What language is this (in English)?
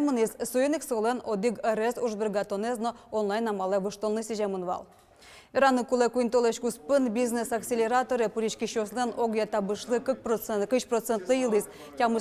Udmurt